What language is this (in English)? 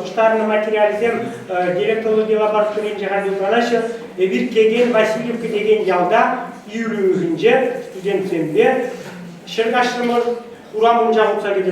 Chuvash